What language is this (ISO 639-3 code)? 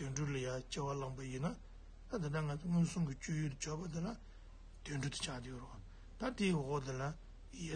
bod